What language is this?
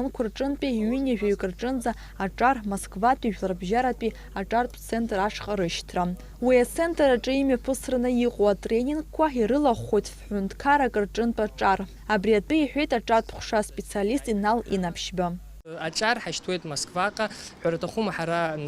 Abkhazian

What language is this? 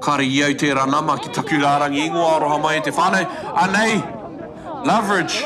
Māori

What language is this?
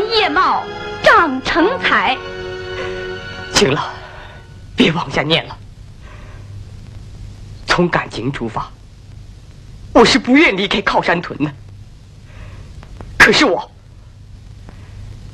Chinese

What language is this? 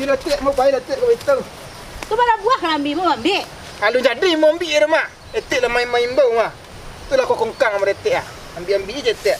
Minangkabau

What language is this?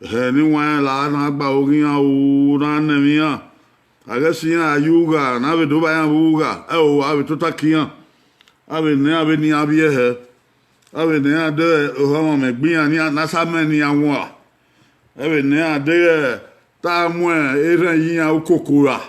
Bini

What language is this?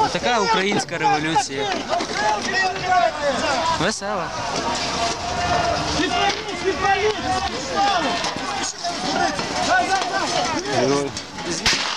Ukrainian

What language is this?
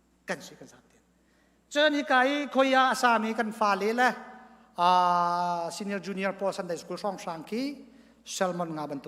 Hakha Chin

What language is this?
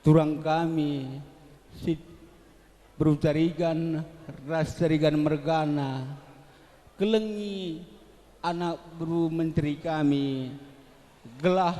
Batak Karo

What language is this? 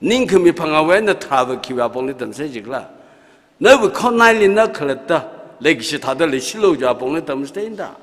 Tangkhul Naga (India)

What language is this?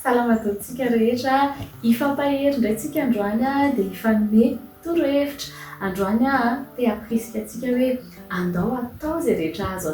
Malagasy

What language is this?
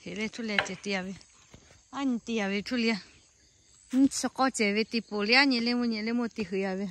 Lahu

